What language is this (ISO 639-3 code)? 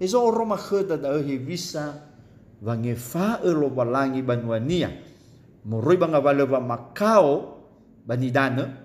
nia